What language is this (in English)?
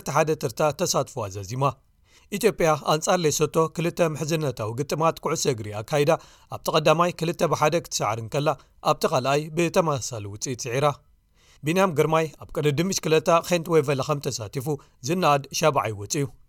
Tigrinya